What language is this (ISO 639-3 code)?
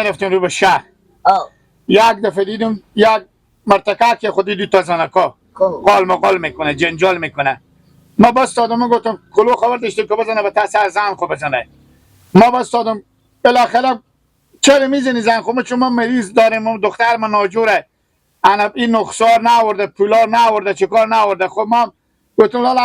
haz